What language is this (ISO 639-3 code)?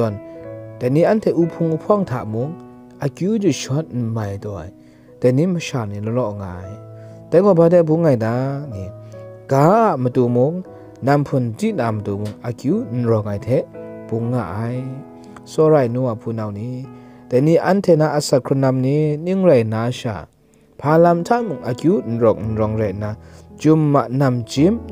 kac